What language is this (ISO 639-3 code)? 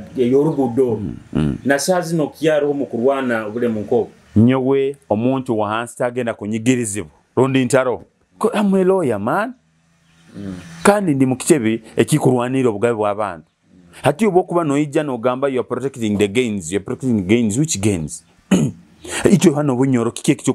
nyo